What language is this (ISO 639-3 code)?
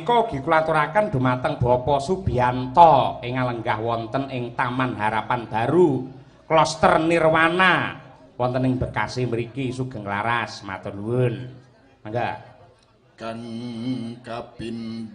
jav